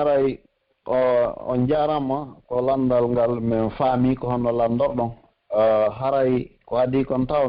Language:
Pular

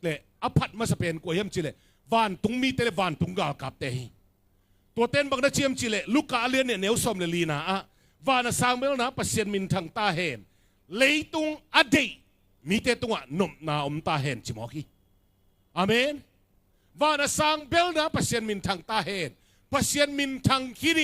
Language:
Tedim Chin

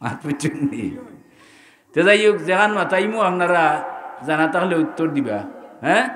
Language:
Sylheti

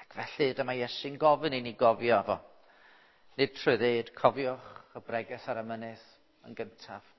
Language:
Welsh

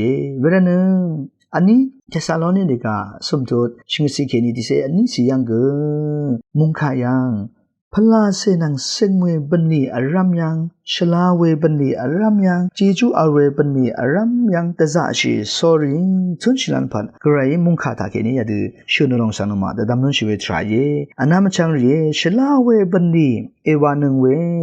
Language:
Rawang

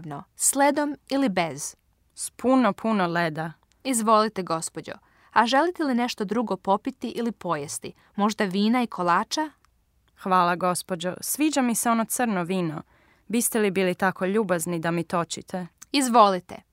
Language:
Serbian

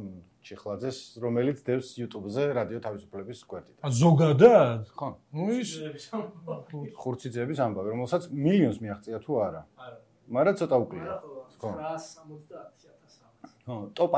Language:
Georgian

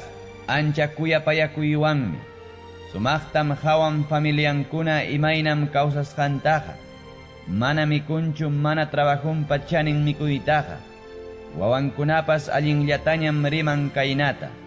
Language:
Ayacucho Quechua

